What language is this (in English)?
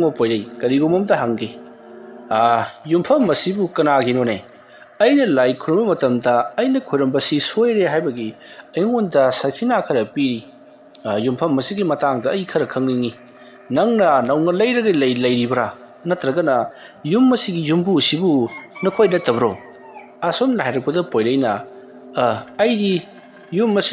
Manipuri